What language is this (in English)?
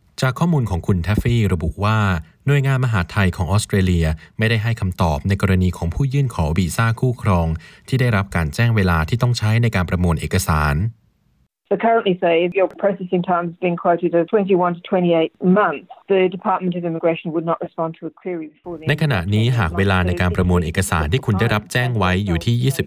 Thai